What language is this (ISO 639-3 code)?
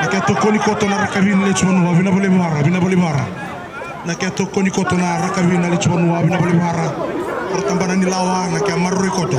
fij